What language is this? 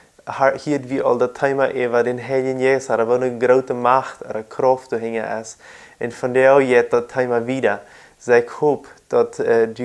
Plautdietsch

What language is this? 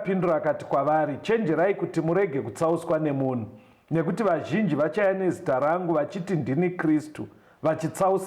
Shona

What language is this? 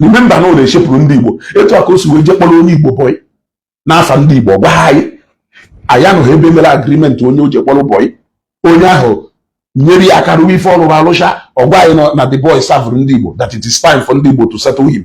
Igbo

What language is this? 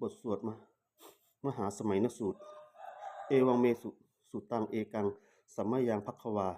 Pali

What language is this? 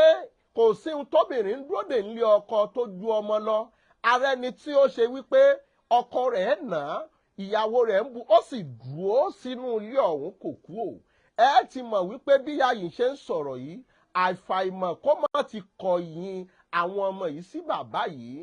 Yoruba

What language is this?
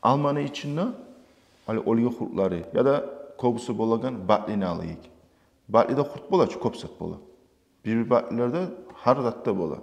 Kumyk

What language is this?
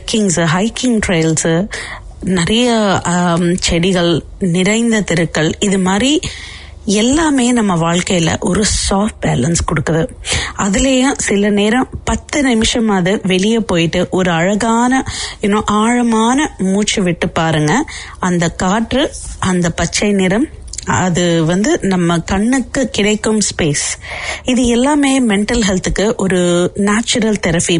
Tamil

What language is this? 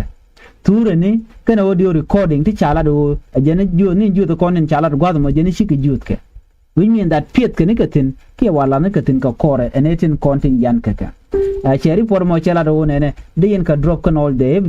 Nuer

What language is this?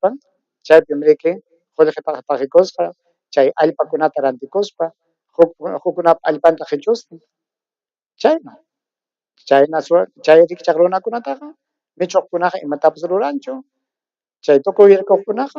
Ayacucho Quechua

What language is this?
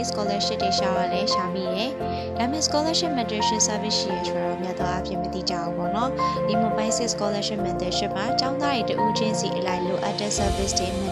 Burmese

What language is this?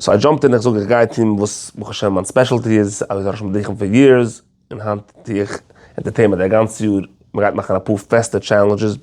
Yiddish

